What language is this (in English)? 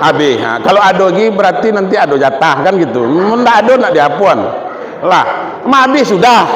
Minangkabau